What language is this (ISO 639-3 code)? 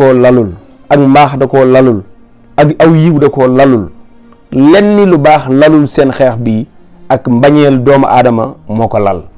wol